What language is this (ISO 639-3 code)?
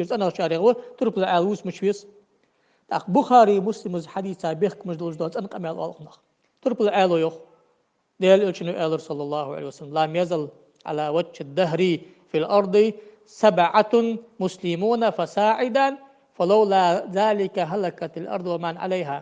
inh